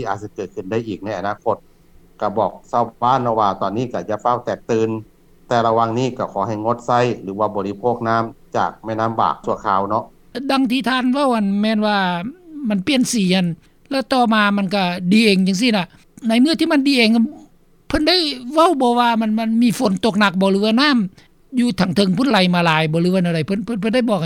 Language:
Lao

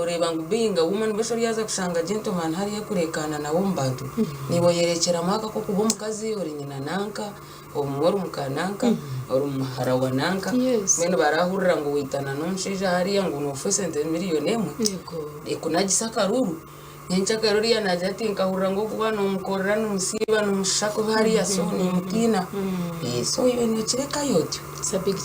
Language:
Nyankole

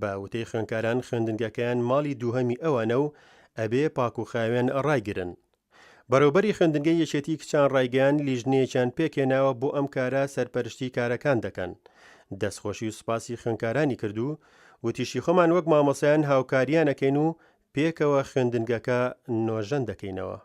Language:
Central Kurdish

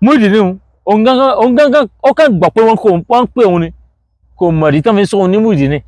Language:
Yoruba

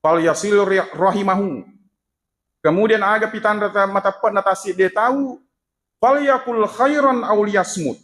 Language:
Buginese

